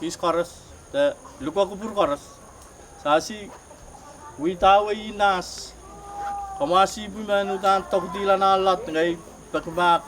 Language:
Pohnpeian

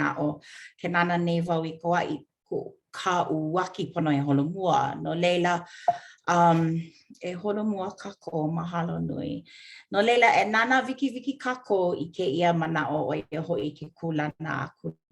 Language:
Hawaiian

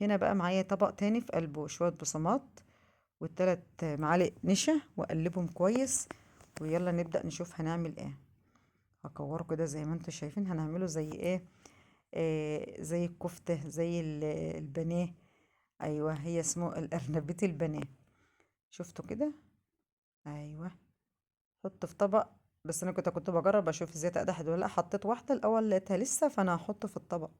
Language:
Egyptian Arabic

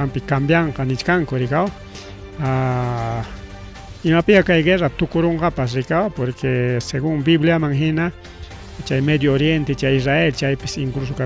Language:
Ayacucho Quechua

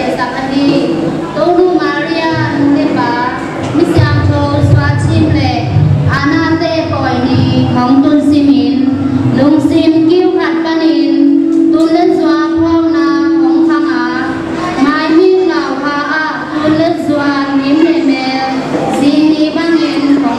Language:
Tedim Chin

